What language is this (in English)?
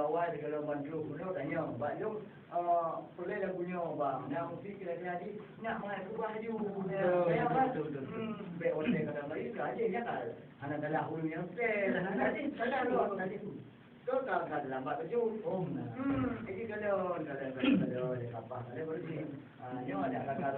Achinese